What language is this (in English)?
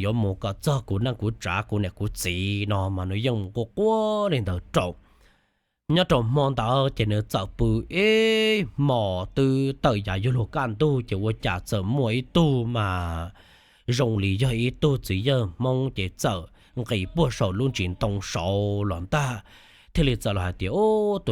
Hmong